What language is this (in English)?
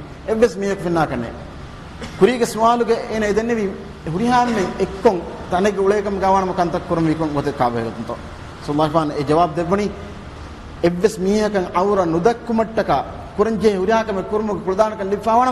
Divehi